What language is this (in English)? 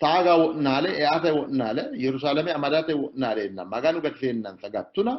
Sidamo